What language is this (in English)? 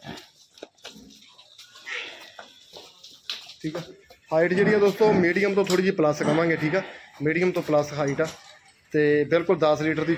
Punjabi